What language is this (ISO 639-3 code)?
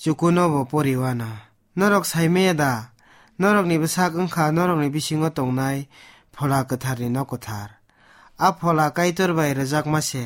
trp